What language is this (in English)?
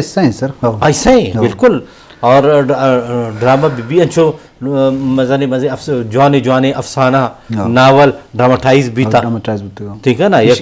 Eastern Balochi